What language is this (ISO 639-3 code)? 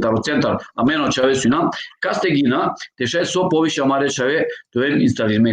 rmn